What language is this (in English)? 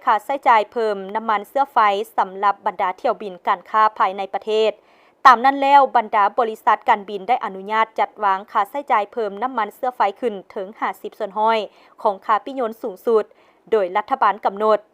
Lao